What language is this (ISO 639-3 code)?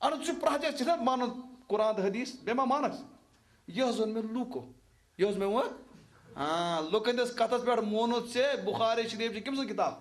kas